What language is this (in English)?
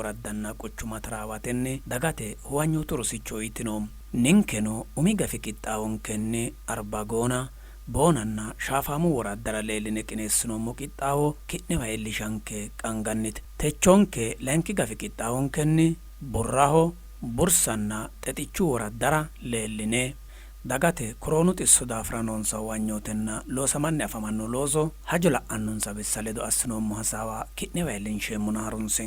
Sidamo